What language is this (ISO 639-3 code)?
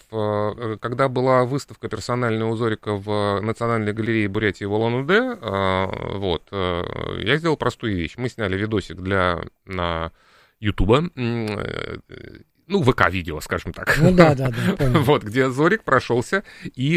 rus